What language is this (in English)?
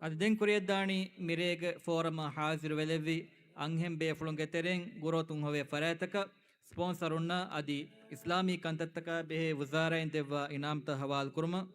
Divehi